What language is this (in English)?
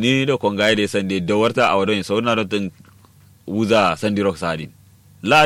Kanuri